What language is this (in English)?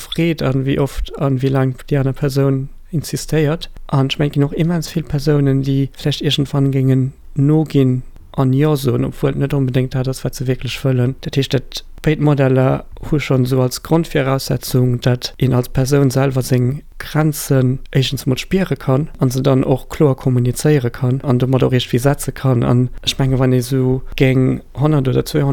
Luxembourgish